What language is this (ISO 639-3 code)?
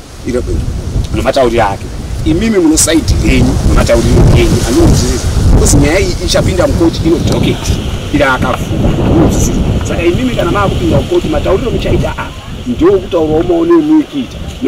sna